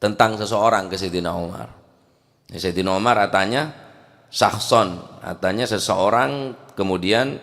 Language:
Madurese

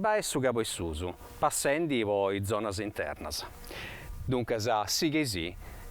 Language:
Sardinian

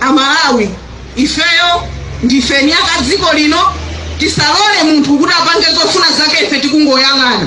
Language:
Nyanja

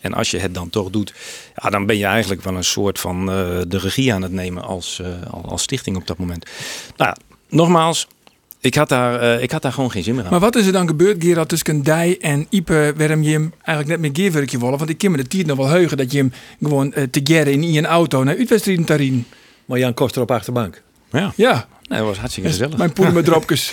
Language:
Western Frisian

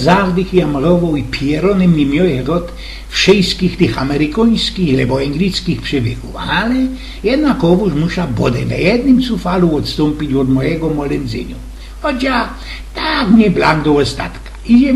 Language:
Silesian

